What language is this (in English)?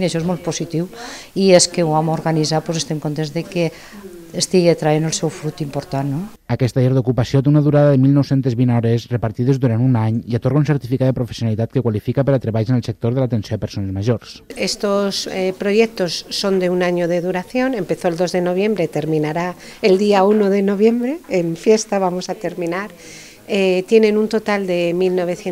Catalan